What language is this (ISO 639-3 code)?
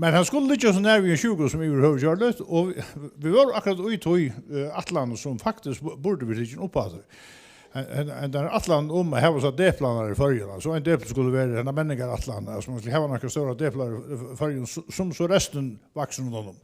fao